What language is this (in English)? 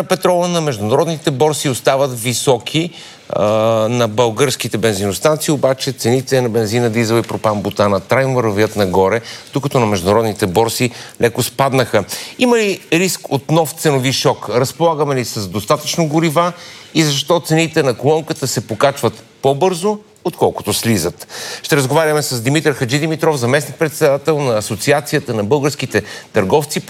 Bulgarian